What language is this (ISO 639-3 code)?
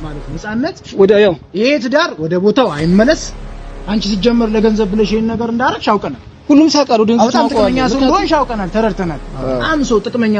amh